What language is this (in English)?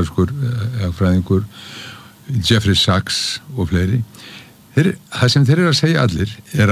Icelandic